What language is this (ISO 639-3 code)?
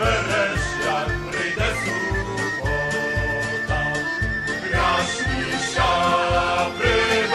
rue